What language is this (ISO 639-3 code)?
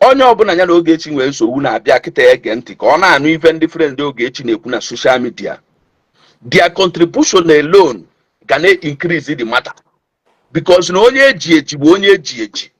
ibo